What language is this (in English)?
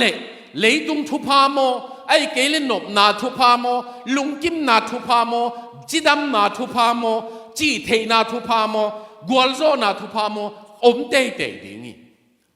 Tedim Chin